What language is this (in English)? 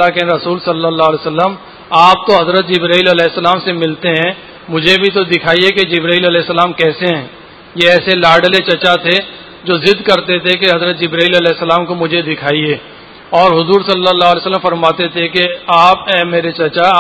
Urdu